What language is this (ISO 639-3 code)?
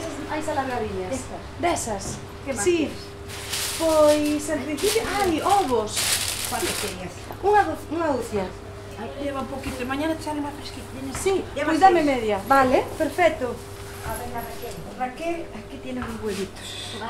glg